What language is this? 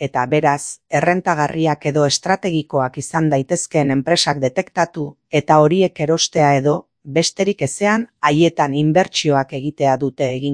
Basque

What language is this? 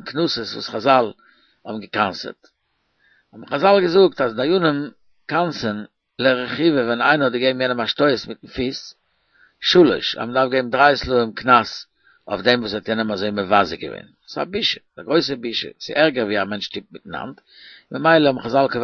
Yiddish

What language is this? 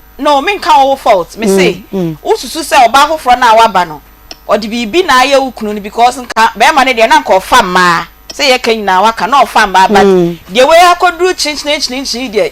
Akan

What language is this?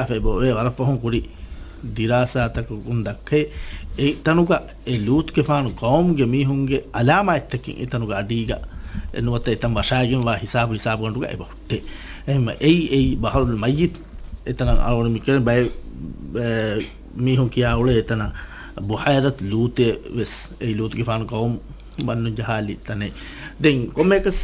Divehi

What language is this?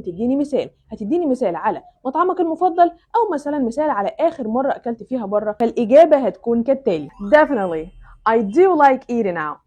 Egyptian Arabic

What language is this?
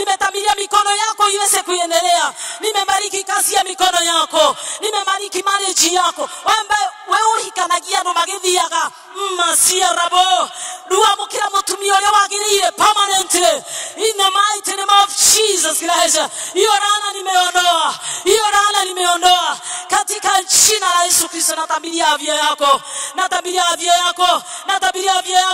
Swahili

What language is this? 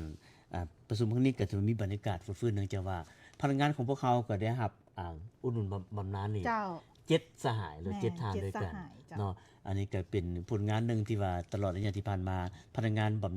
Lao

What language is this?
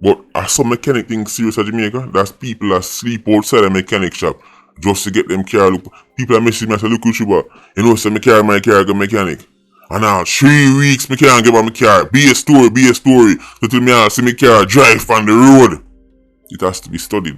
Jamaican Creole English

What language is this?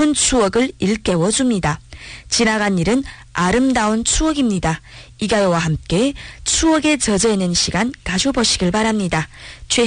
Korean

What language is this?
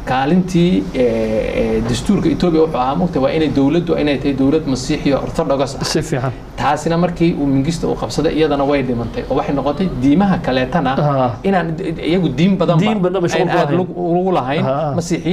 Somali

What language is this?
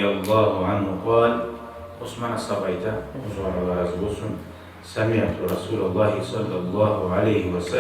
Kumyk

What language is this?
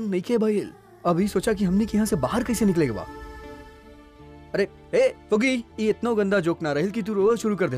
Bhojpuri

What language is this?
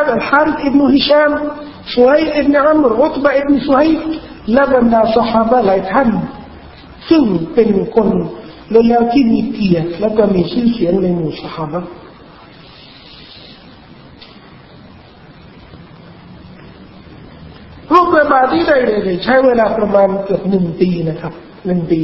Thai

